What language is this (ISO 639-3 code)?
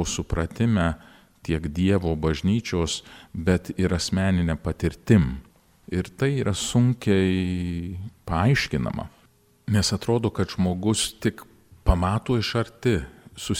lit